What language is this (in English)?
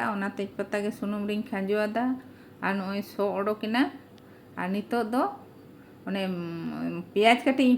Santali